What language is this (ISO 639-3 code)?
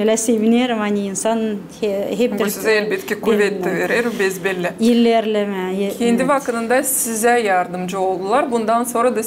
gag